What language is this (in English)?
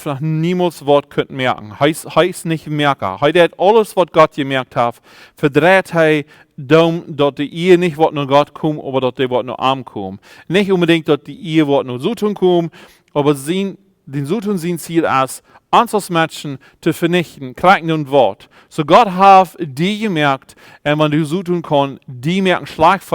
Plautdietsch